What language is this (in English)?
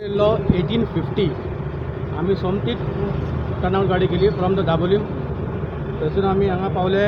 Konkani